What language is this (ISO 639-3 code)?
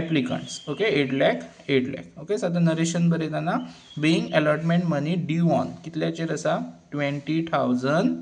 kok